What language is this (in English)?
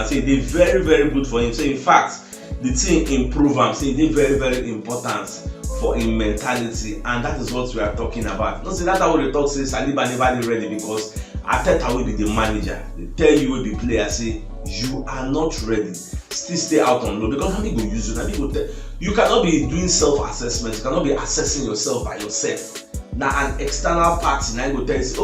Nigerian Pidgin